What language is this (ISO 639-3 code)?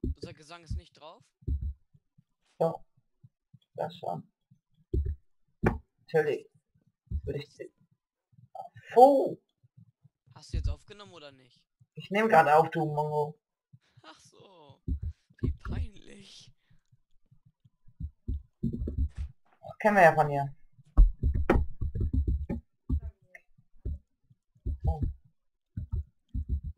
deu